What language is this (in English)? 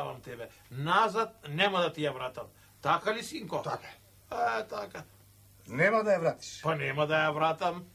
Macedonian